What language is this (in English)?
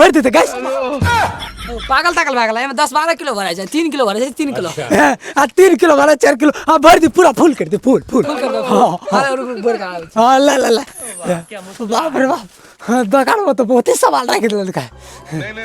Maithili